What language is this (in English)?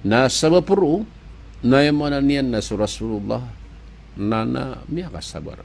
Maranao